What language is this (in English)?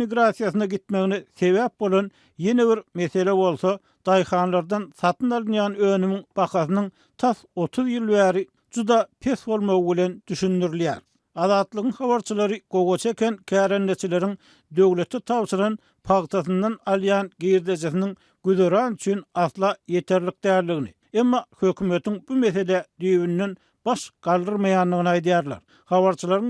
Turkmen